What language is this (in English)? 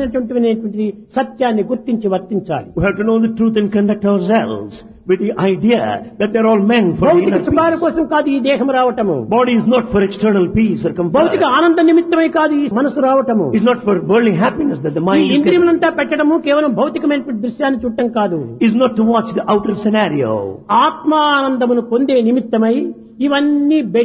Telugu